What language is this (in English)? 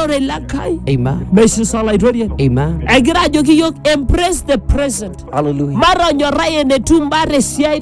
Masai